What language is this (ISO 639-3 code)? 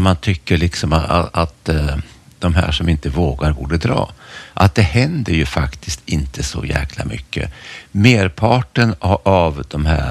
swe